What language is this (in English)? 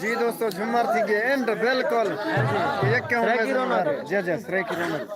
Saraiki